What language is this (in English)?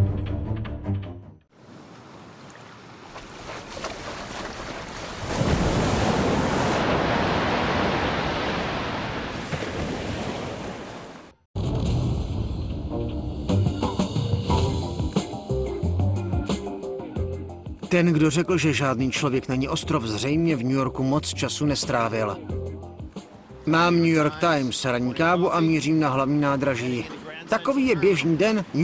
Czech